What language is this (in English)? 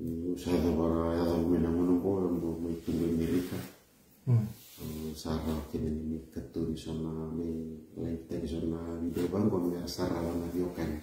Fijian